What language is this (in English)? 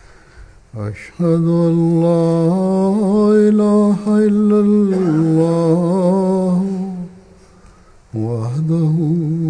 Bosnian